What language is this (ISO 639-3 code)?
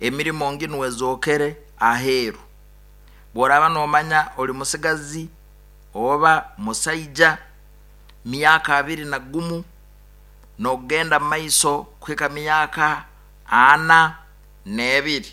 nyo